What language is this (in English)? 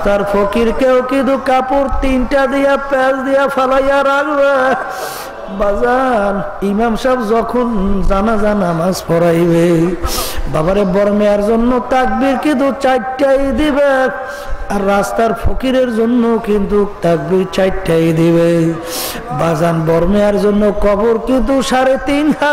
Bangla